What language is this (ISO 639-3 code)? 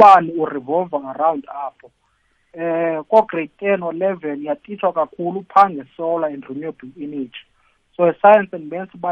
nbl